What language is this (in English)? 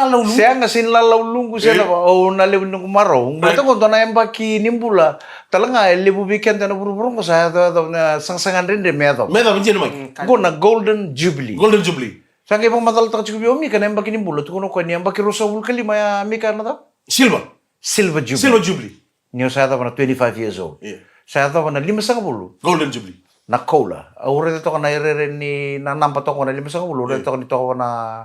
Fijian